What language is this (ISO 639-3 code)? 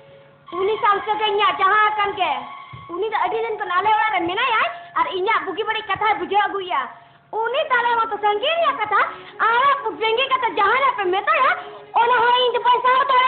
sat